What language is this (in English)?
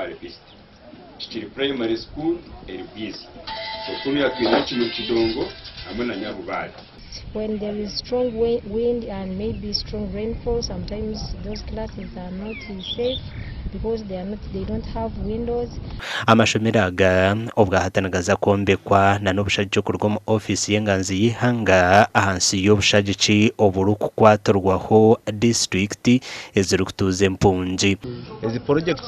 Nyankole